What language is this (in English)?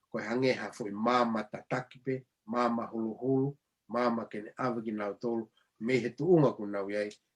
Tongan